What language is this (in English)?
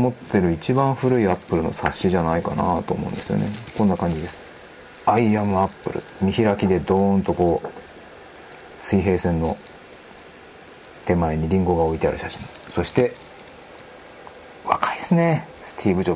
Japanese